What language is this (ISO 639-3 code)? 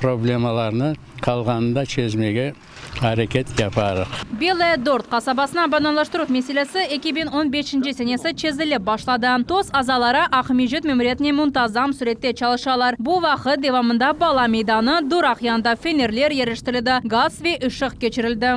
crh